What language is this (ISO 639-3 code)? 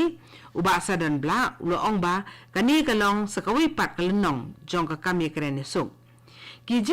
kha